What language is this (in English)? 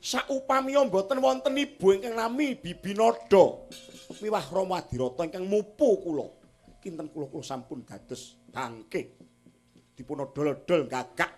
Javanese